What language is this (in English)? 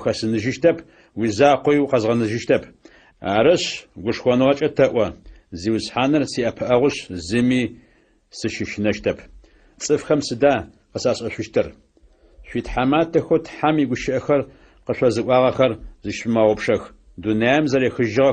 Adyghe